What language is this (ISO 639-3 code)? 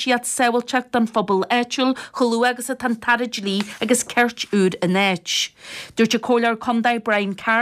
gle